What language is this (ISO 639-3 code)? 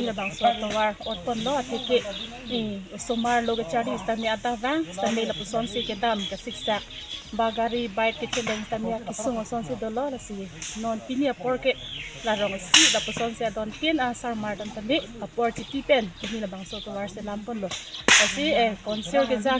mjw